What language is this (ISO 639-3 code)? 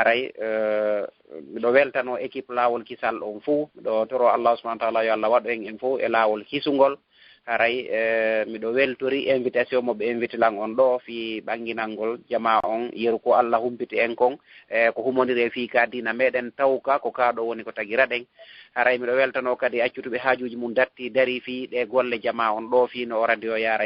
ful